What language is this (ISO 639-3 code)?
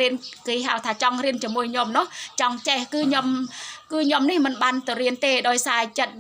khm